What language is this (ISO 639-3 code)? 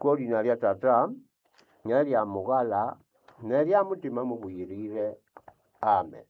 nnb